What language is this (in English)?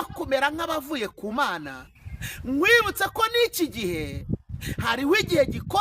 Kinyarwanda